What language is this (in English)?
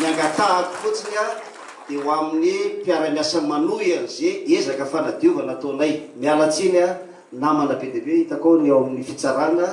Malagasy